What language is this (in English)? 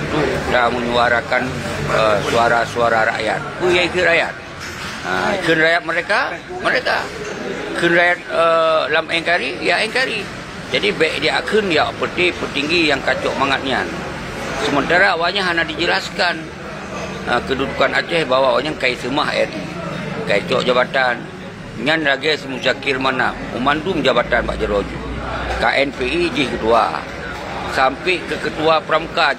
Achinese